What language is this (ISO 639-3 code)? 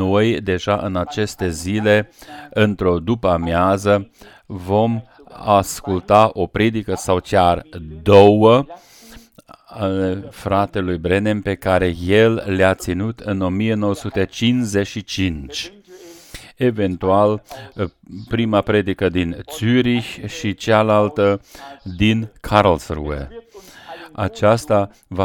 ron